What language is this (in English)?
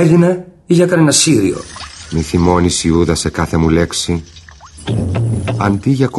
Greek